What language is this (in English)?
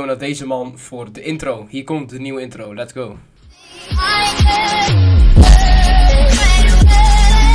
Dutch